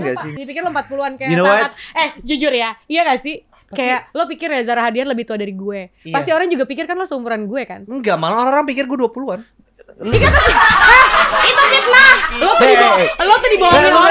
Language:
Indonesian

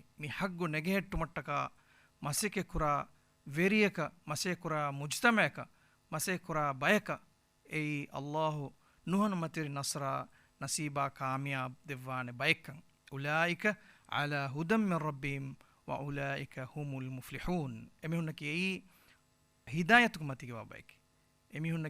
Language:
Divehi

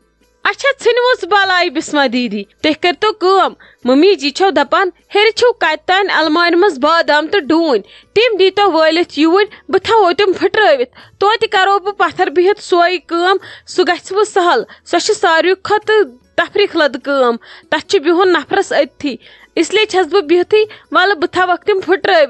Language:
Kashmiri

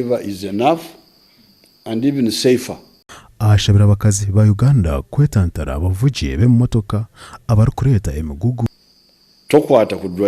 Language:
Nyankole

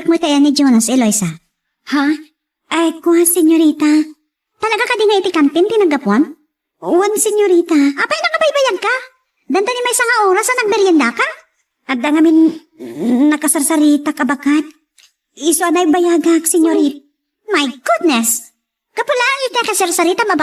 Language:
Iloko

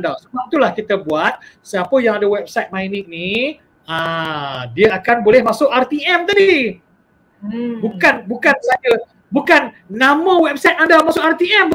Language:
Malay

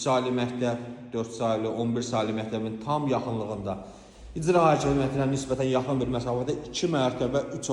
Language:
Azerbaijani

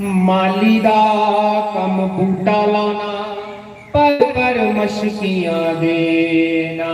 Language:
Dogri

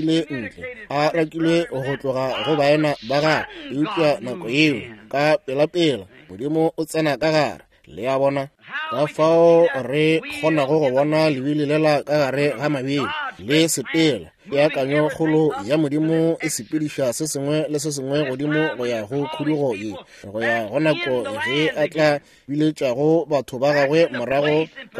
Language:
Northern Sotho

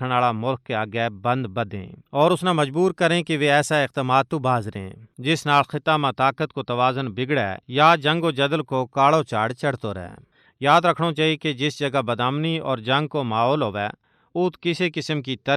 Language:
Gujari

